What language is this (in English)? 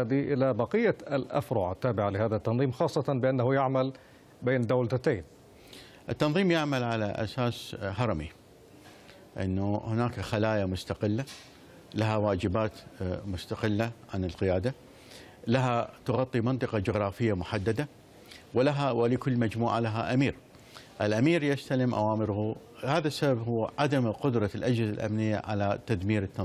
Arabic